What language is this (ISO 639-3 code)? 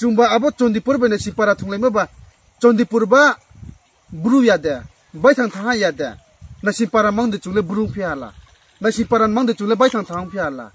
ria